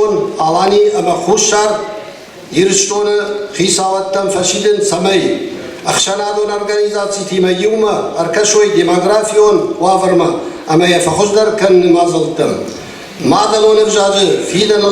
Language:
Ossetic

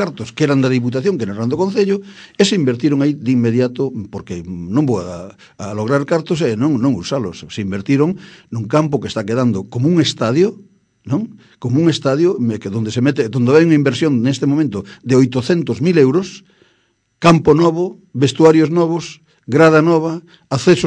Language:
Galician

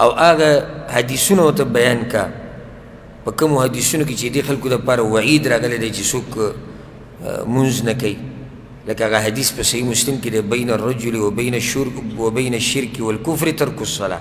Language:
Pashto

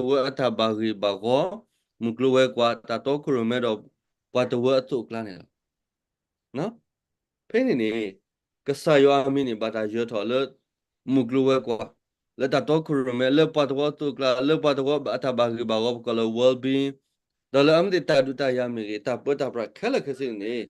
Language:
S'gaw Karen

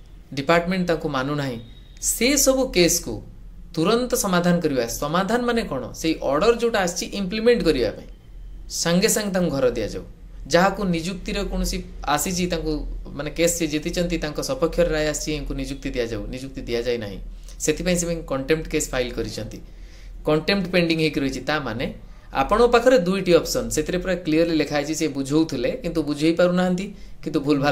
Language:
Odia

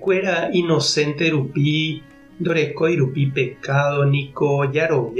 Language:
Guarani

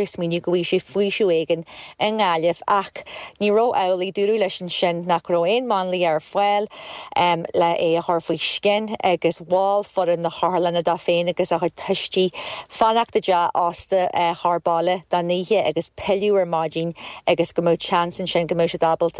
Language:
Irish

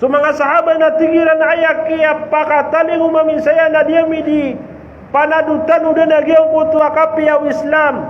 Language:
Maranao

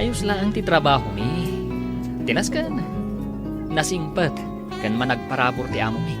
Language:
Iloko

